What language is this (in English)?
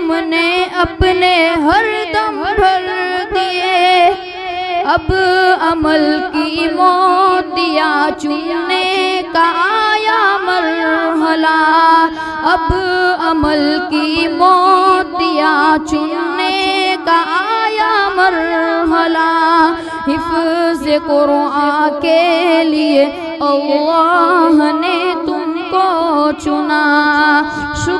Urdu